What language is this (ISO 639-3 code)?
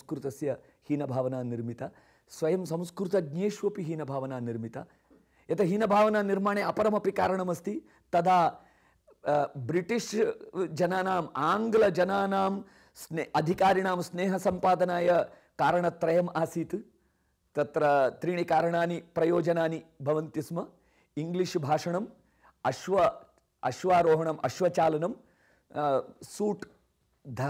san